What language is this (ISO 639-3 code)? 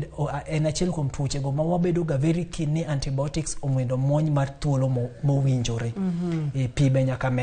luo